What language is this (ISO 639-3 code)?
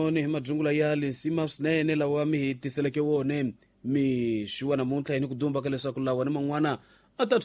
tso